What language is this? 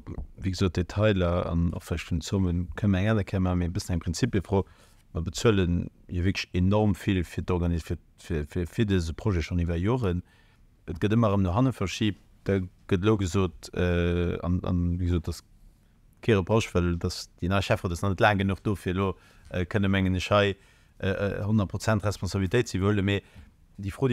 Luxembourgish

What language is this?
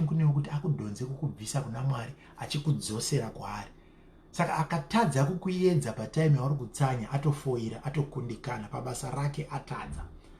Shona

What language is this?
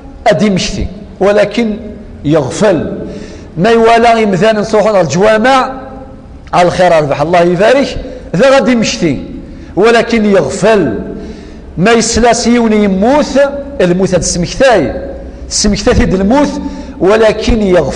Kabyle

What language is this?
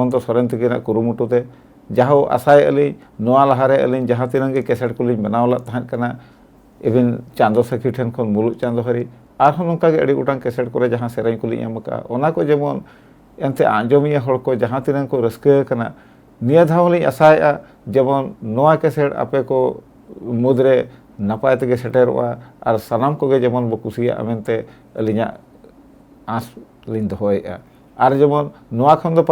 Santali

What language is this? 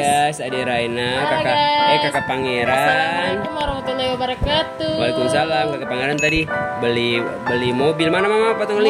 Ambonese Malay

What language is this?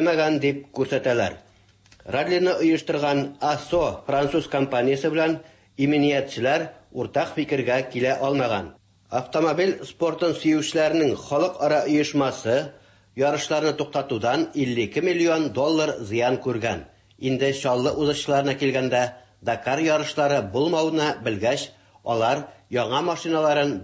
Tatar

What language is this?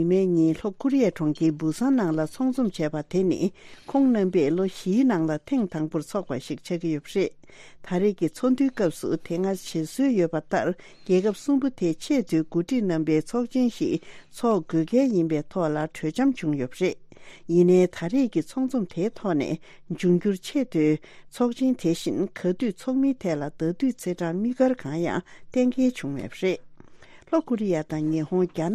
Tibetan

